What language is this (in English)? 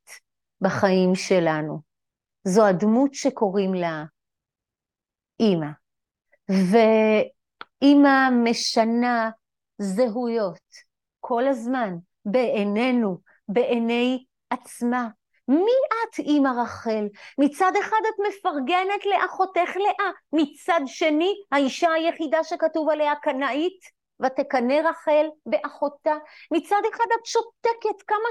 Hebrew